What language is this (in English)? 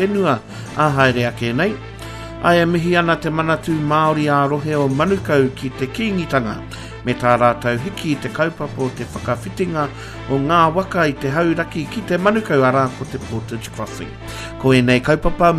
Māori